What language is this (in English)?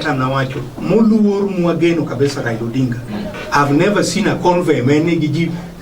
Luo (Kenya and Tanzania)